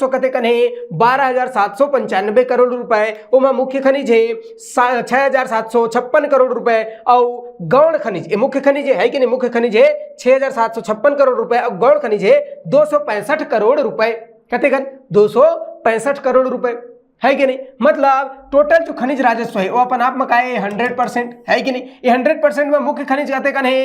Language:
Chhattisgarhi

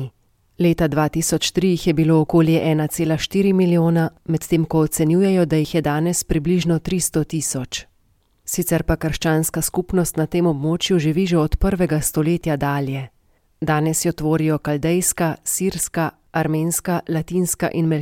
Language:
Slovenian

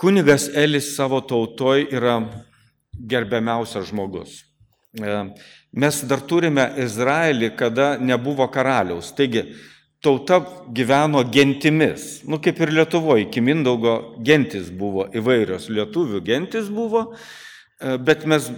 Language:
Lithuanian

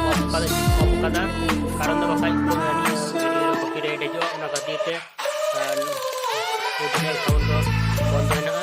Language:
Santali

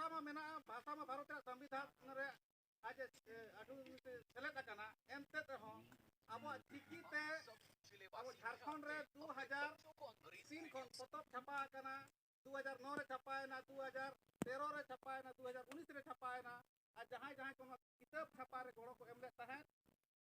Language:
Santali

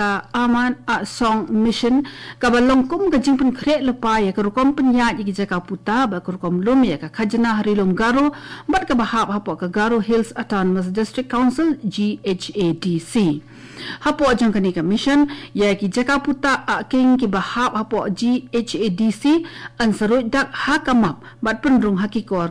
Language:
Khasi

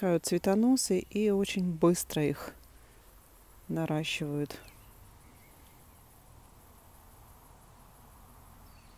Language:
Russian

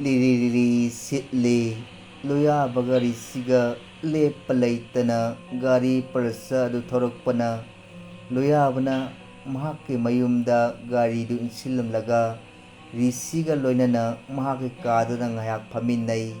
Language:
Manipuri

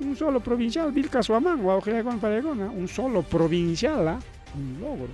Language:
Ayacucho Quechua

